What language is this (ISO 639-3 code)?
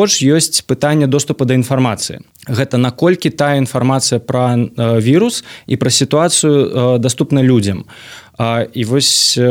bel